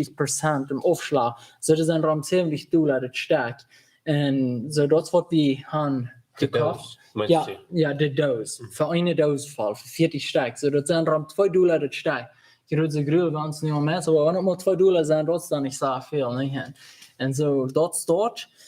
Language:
Plautdietsch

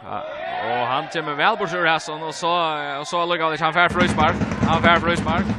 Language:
Faroese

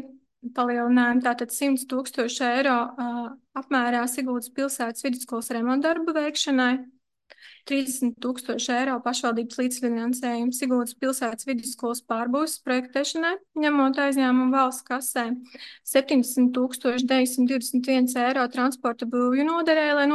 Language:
Latvian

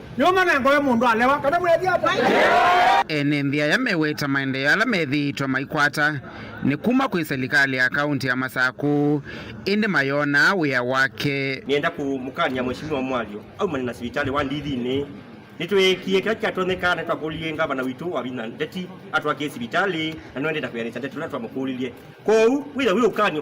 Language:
Kamba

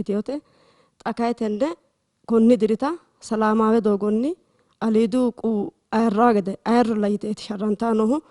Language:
Sidamo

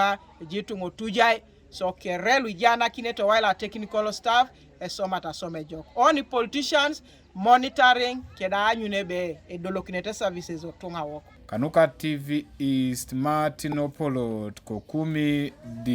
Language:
Teso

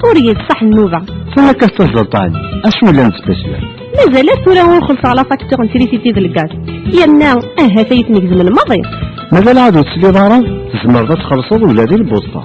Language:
Kabyle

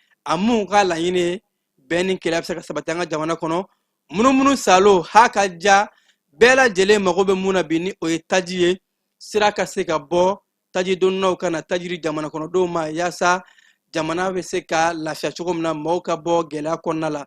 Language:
Bambara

